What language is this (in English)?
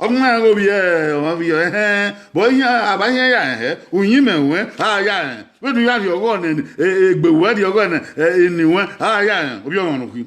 Bini